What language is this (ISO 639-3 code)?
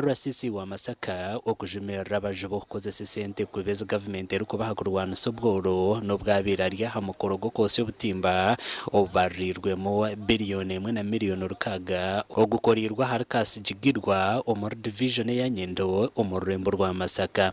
nyn